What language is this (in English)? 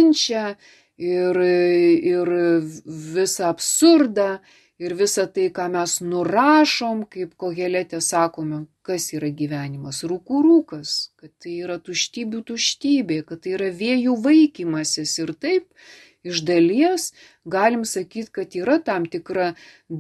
Lithuanian